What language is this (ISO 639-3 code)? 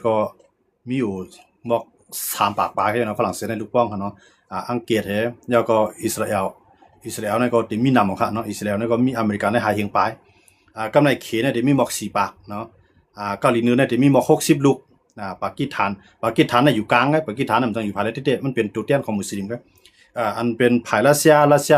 shn